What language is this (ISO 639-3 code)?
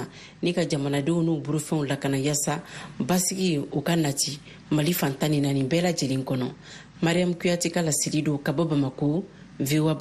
bam